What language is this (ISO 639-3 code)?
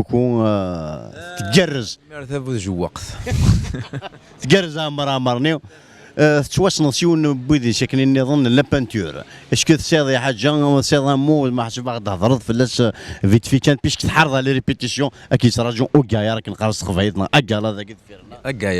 kab